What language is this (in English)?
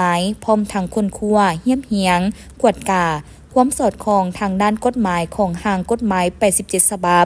Lao